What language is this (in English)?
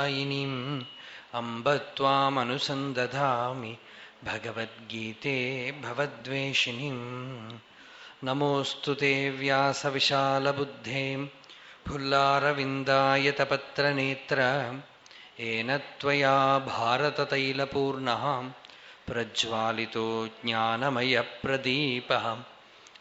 Sanskrit